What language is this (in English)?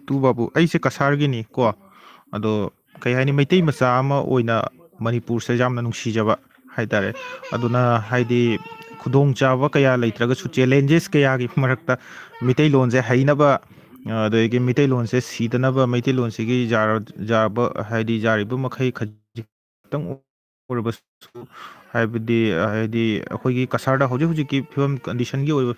Manipuri